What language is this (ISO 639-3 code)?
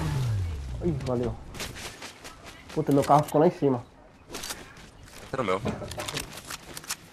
por